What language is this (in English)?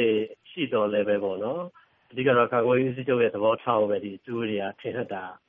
Burmese